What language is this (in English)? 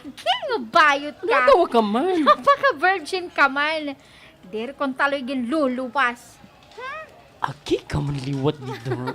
Waray